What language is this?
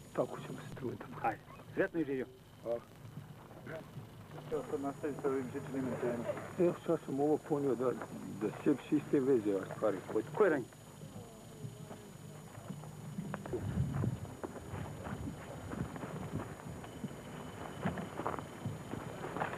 Bosnian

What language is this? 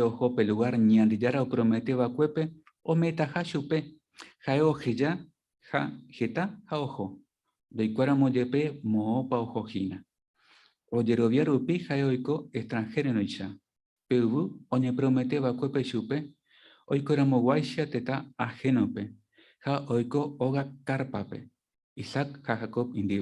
Guarani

